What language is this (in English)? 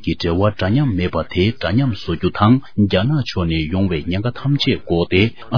Tibetan